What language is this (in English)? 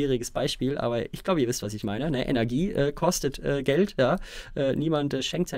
German